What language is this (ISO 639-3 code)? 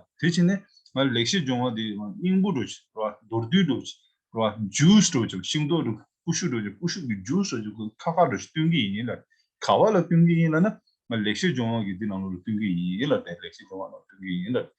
bod